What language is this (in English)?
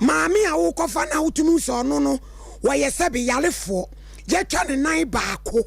Akan